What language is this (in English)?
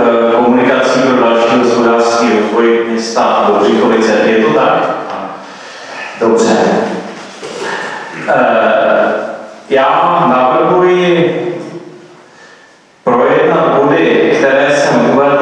Czech